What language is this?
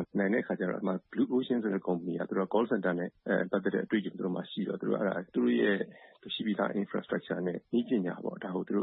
Burmese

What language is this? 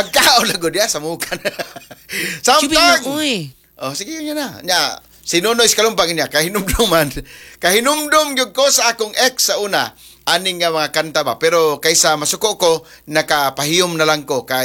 Cebuano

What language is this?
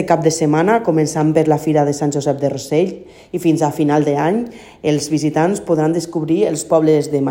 Catalan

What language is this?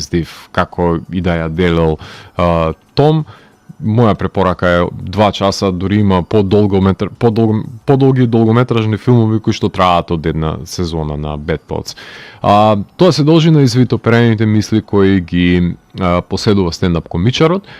Macedonian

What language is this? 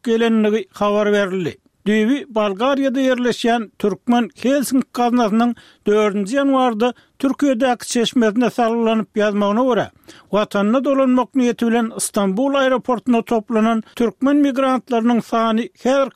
Turkmen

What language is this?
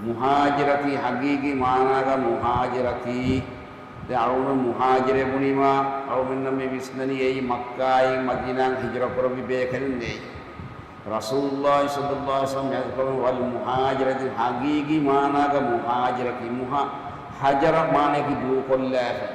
Divehi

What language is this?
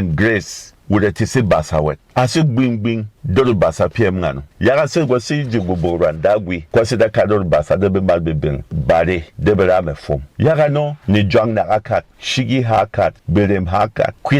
Berom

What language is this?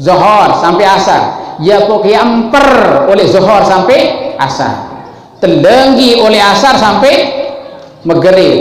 Sasak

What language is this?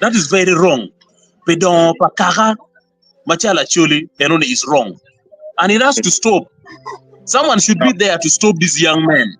Acoli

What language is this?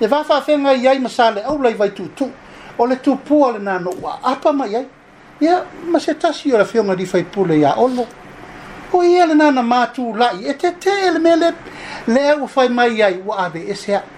Samoan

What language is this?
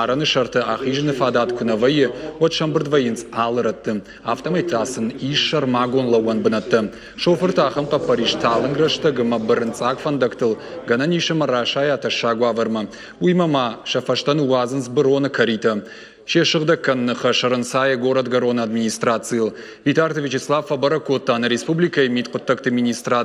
Ossetic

